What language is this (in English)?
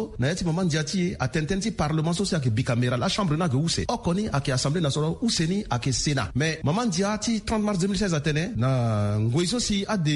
Sango